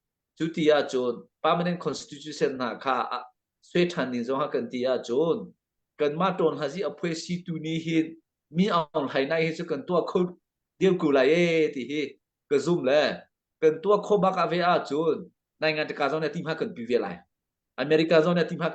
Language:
Hakha Chin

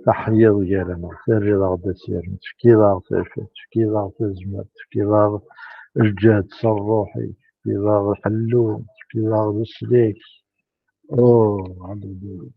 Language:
Kabyle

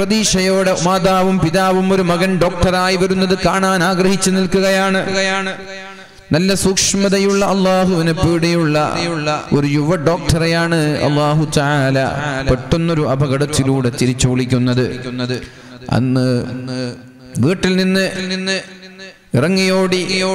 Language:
Malayalam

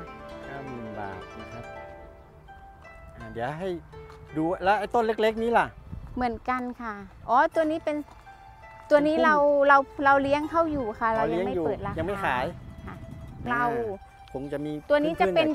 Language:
Thai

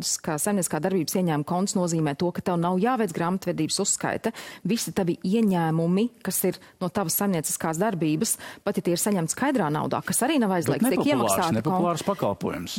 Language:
Latvian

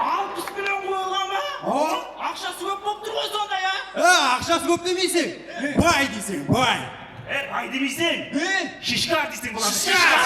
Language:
Kara-Kalpak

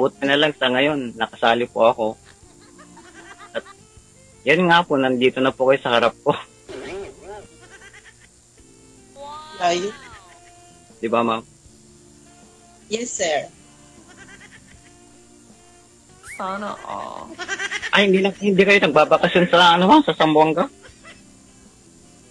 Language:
Filipino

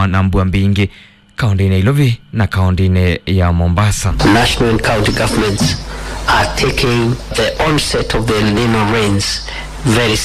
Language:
Kamba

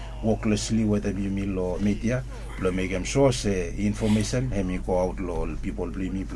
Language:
Bislama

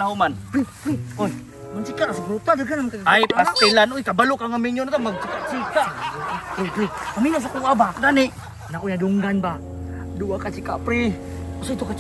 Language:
Cebuano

